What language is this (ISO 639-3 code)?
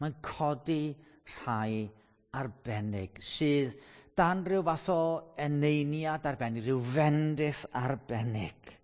cym